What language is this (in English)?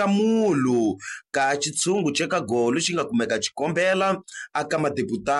Tsonga